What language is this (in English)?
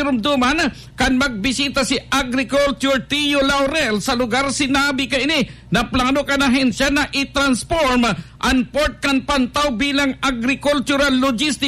Bikol